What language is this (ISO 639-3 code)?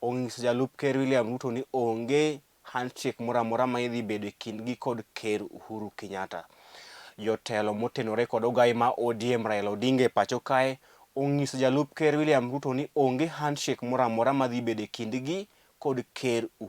luo